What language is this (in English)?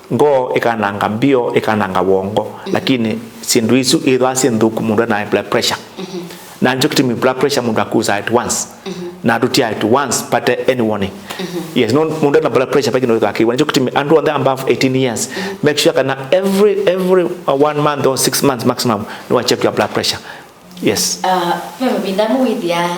Kamba